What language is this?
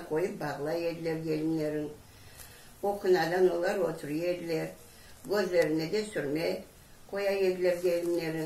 Crimean Tatar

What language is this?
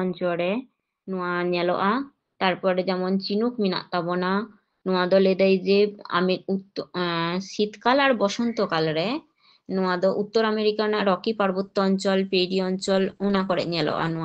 Santali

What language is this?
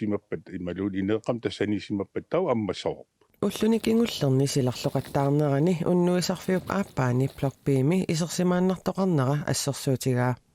Kalaallisut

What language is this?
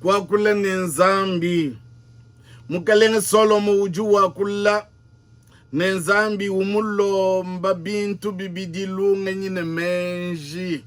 Luba-Lulua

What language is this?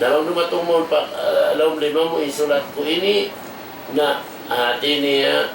Tausug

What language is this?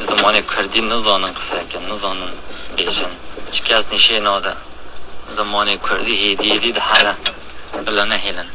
Kurdish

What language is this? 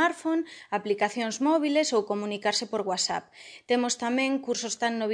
Galician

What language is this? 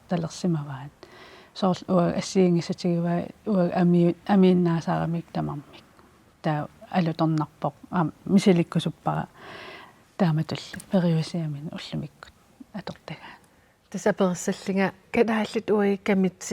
Kalaallisut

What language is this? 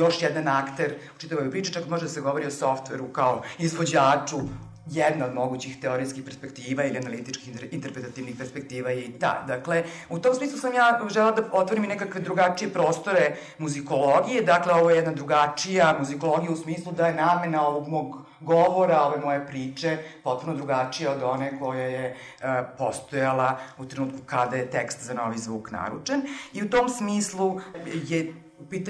Serbian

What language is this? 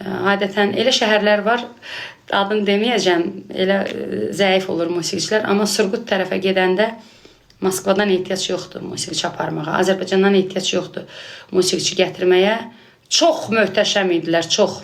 Azerbaijani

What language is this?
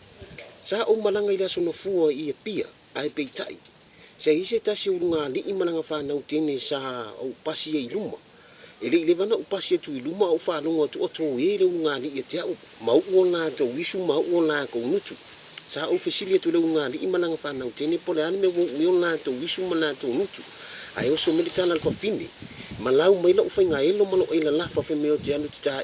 Samoan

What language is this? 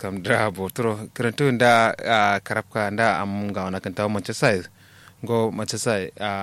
Kanuri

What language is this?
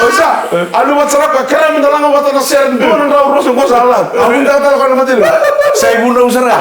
Fijian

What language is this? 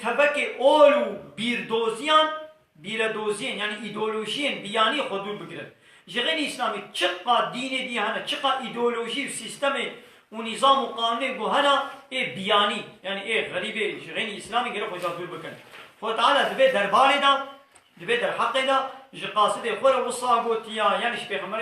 Kurdish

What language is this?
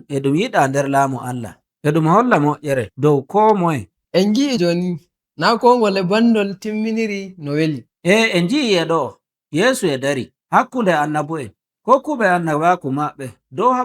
Nigerian Fulfulde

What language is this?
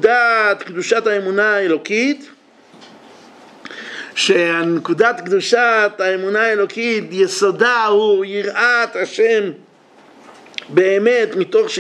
Hebrew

